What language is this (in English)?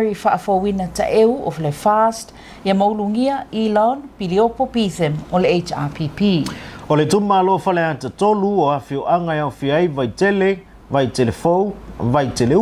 Samoan